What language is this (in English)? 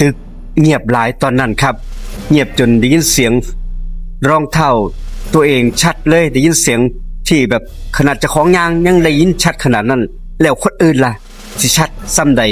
Northeastern Thai